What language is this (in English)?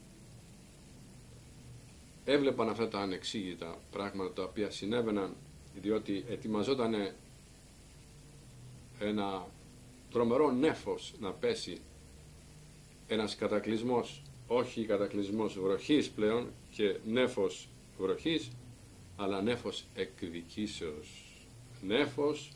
Greek